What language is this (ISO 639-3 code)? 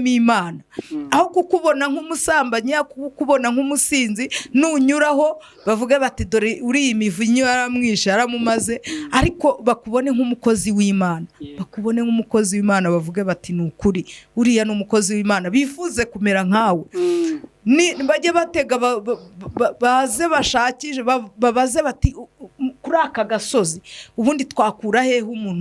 kin